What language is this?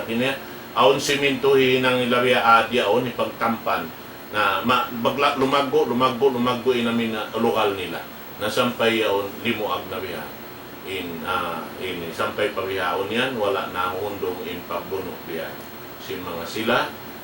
Tausug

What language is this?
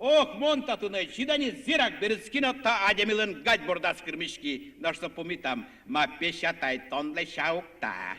Udmurt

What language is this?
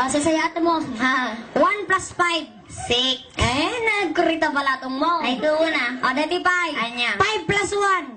Iloko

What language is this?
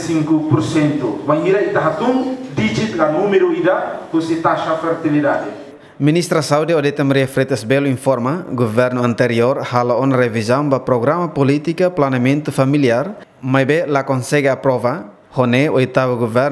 Tetum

